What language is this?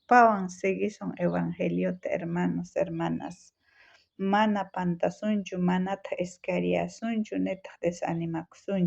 South Bolivian Quechua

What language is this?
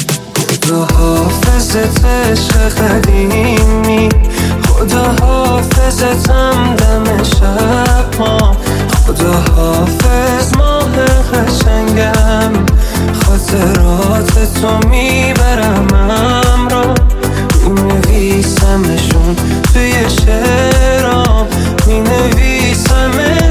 Persian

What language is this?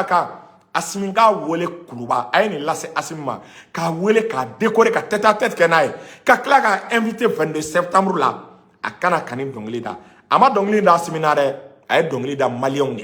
Bambara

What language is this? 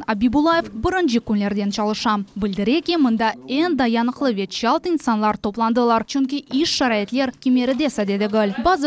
Crimean Tatar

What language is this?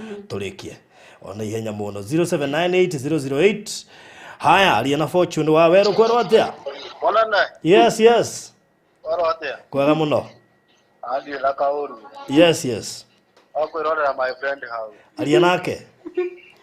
Kikuyu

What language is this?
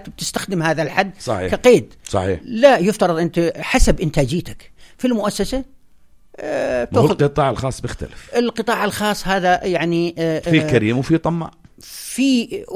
North Levantine Arabic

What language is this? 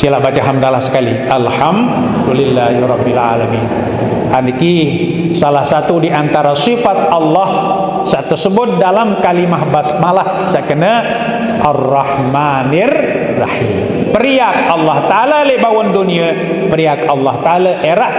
Sasak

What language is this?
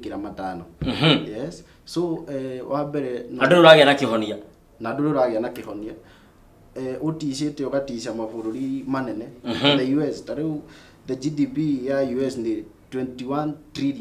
Kikuyu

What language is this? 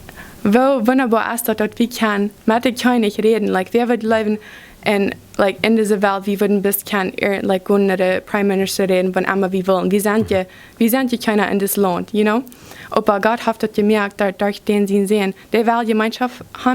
Plautdietsch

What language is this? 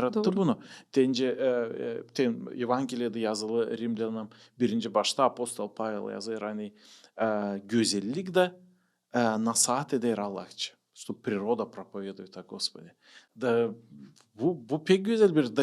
Gagauz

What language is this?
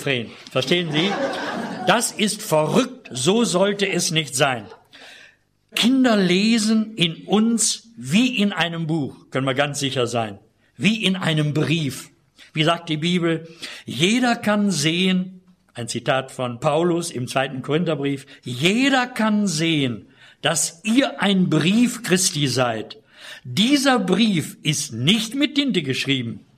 German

